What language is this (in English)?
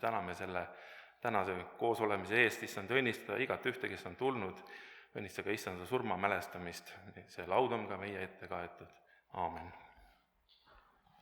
Estonian